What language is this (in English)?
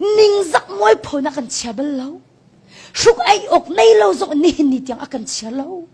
Hakha Chin